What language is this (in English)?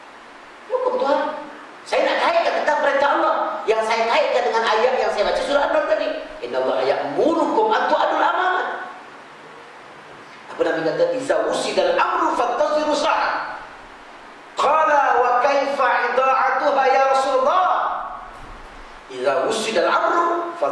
Malay